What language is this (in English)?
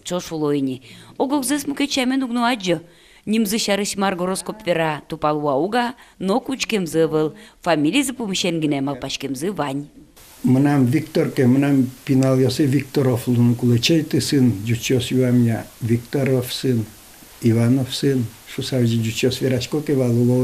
Udmurt